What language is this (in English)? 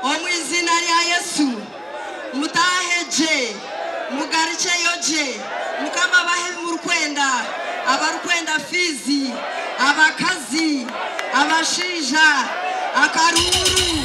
Nyankole